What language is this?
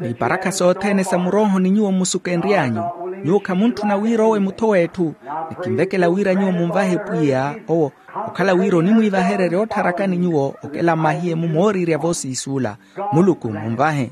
Makhuwa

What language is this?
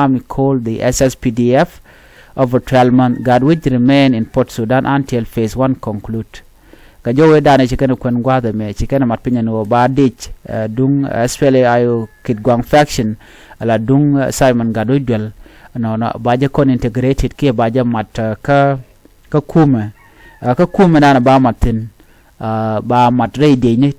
Nuer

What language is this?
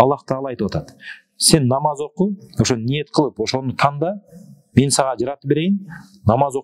Kyrgyz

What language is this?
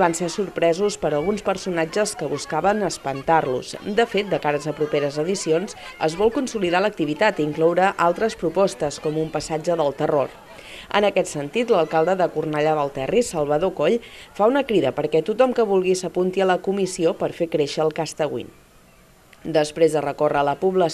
Catalan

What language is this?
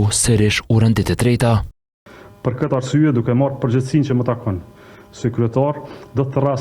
Albanian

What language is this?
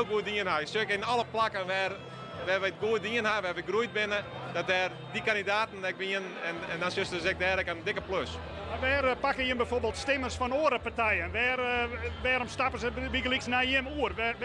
Western Frisian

